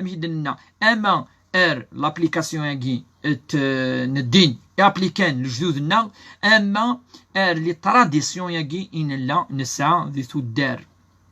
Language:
Kabyle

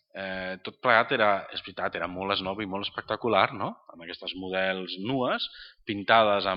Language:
Catalan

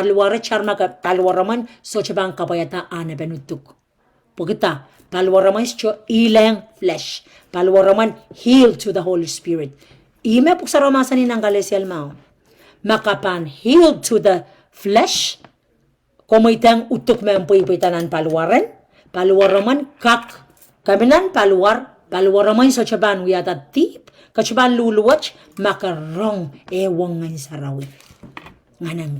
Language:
Pohnpeian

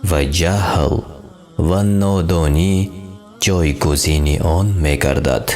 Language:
Tajik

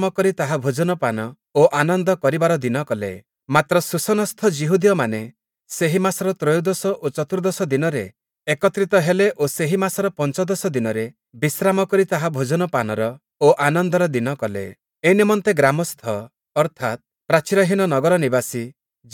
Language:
Odia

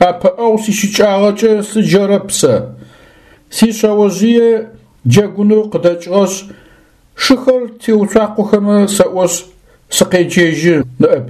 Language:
Adyghe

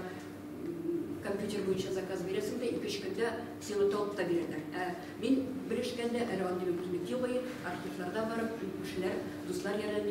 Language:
Tatar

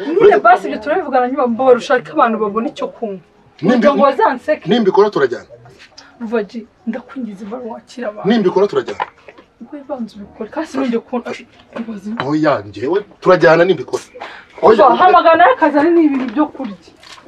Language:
Kinyarwanda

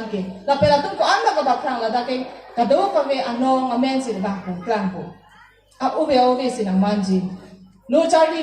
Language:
Karbi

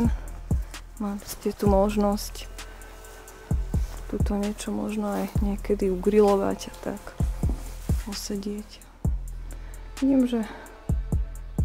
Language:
Slovak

